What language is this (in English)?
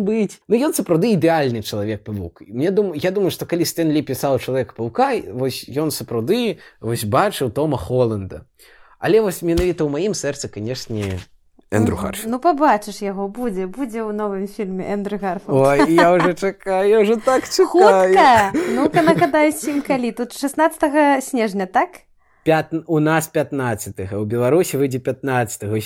Belarusian